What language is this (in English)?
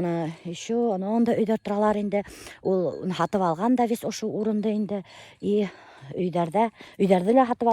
Bashkir